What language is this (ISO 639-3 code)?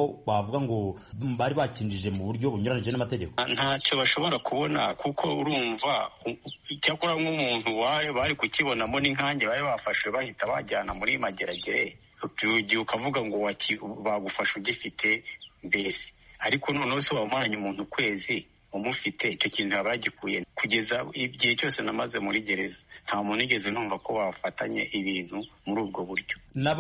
kin